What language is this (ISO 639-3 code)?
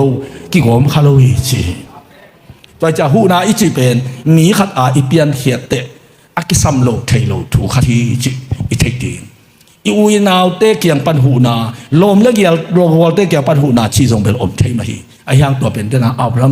ctd